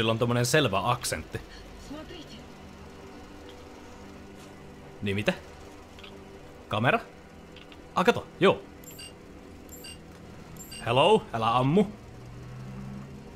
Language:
Finnish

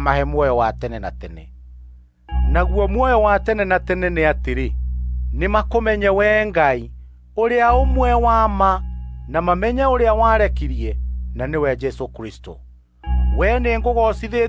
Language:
Kikuyu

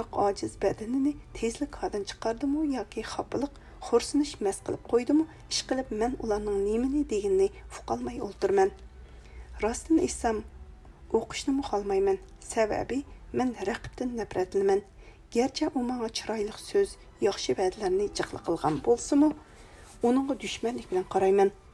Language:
Uyghur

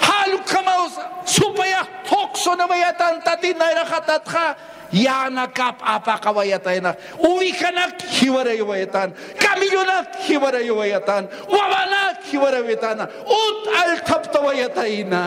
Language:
Aymara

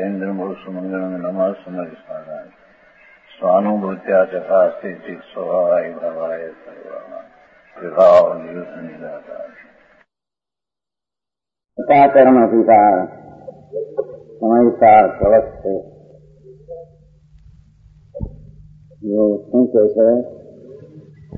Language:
Gujarati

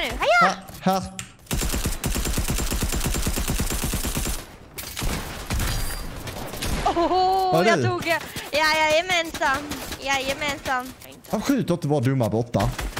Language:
Swedish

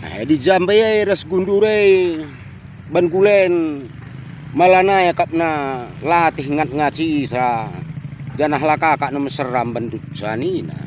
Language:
Batak Karo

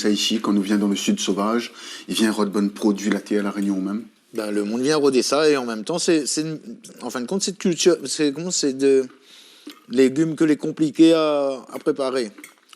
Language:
Réunion Creole French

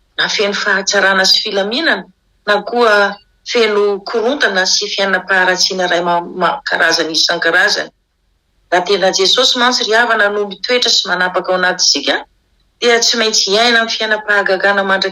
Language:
Malagasy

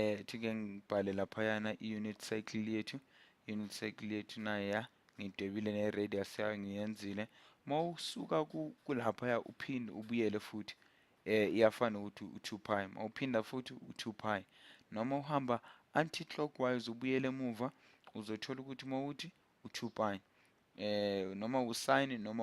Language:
Zulu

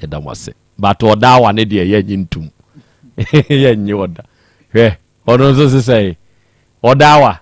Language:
Akan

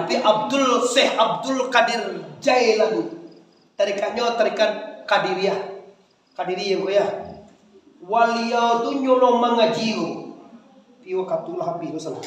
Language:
Minangkabau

